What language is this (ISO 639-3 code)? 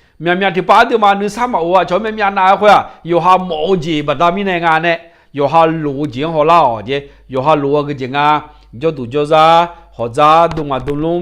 ahk